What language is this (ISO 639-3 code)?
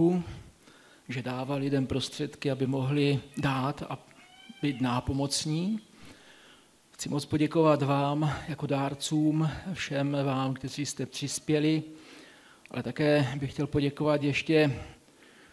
ces